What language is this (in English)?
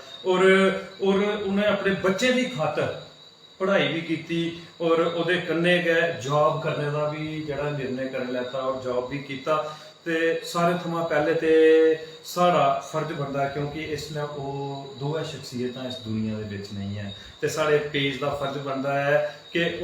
Dogri